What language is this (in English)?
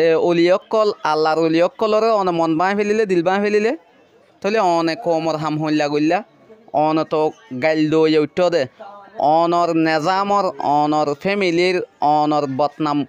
Rohingya